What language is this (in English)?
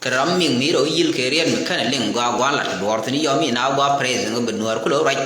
Nuer